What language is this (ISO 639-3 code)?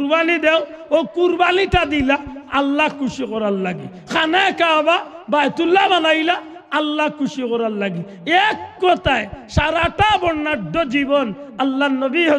syl